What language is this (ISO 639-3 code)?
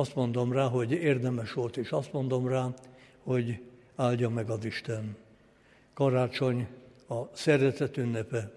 hun